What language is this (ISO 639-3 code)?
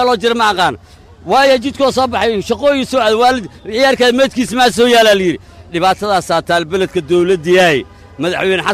som